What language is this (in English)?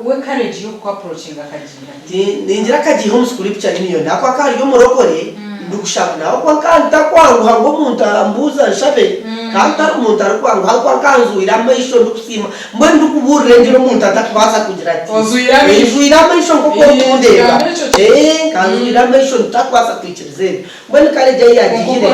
Nyankole